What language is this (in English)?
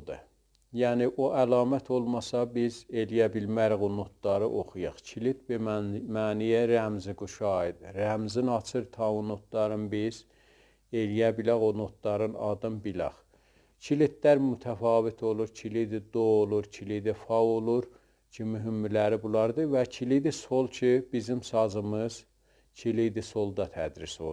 South Azerbaijani